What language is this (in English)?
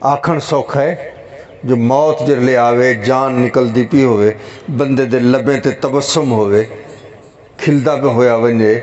Saraiki